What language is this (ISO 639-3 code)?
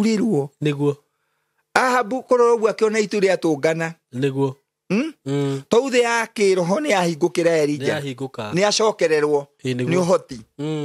kik